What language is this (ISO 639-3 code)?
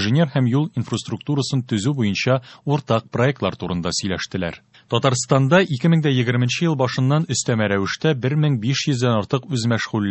tat